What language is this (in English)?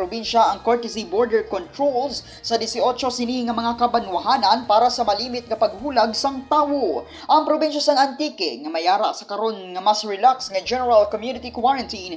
Hiligaynon